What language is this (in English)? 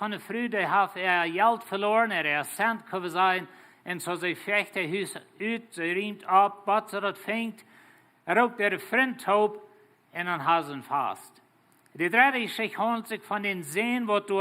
Plautdietsch